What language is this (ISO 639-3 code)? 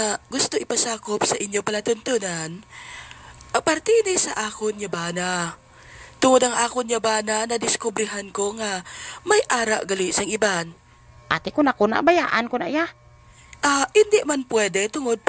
hil